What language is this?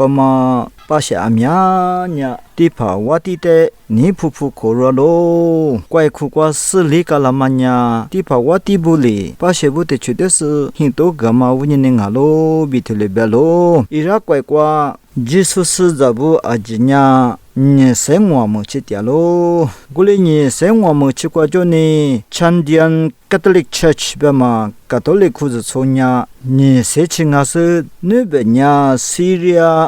Lisu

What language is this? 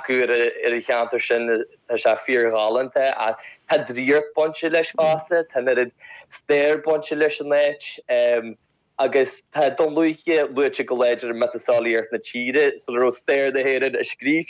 Irish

